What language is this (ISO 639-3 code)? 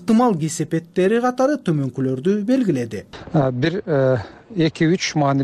kir